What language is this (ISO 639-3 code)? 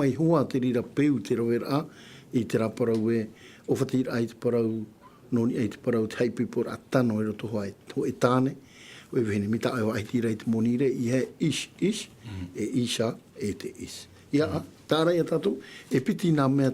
tah